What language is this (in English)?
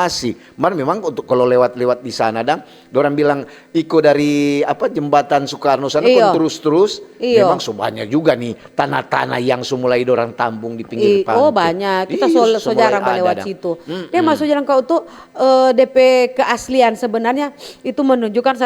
Manado Malay